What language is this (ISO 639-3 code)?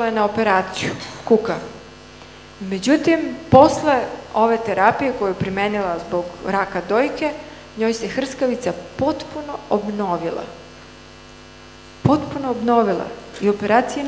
srp